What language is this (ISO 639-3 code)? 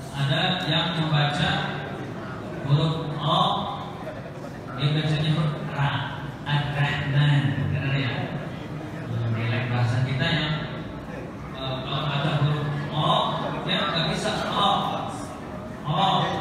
ind